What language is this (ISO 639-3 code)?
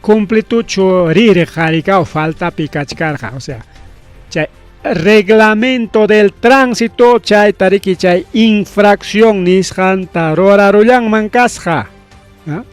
quy